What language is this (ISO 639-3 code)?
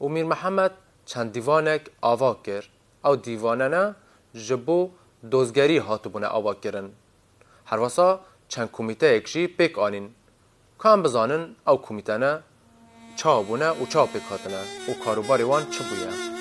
kur